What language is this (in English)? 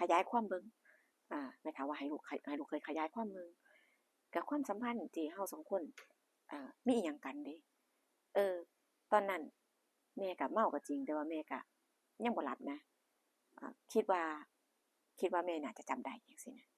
Northeastern Thai